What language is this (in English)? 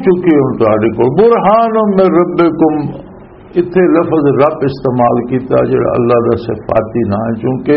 Western Panjabi